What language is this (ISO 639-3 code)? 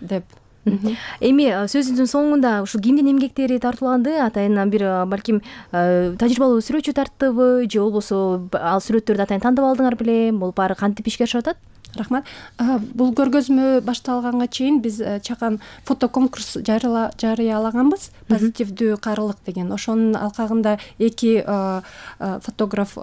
kir